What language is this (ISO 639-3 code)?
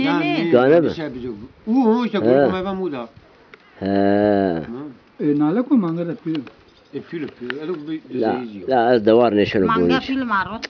zza